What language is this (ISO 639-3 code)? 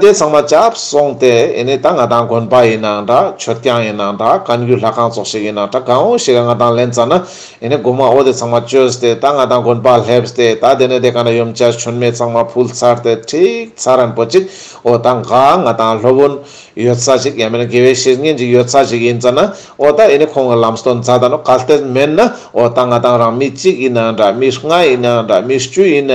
lbj